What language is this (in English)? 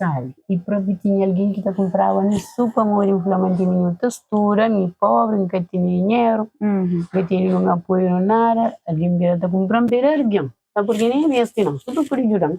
Kabuverdianu